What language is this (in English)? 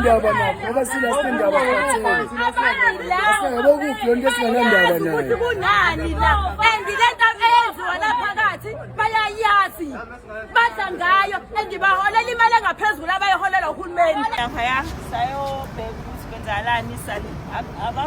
Zulu